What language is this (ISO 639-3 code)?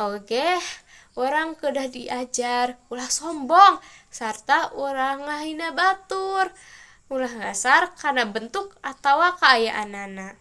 sun